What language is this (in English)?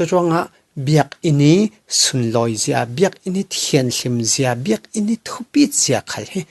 Falam Chin